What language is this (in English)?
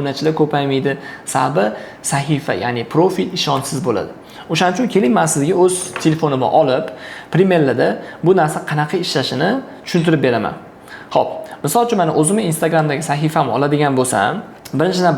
Uzbek